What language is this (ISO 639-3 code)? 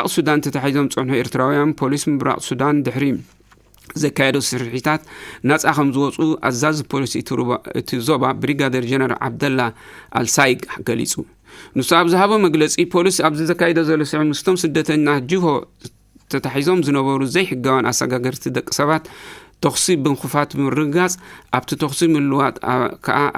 tir